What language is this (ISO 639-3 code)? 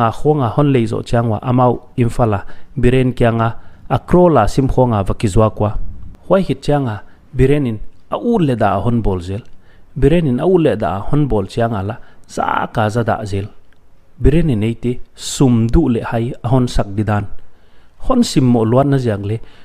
pck